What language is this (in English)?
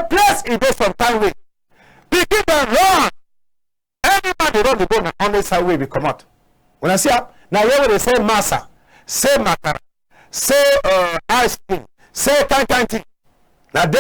Cameroon Pidgin